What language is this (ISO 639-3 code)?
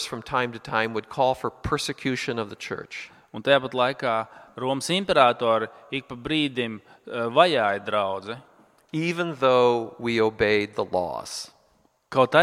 lav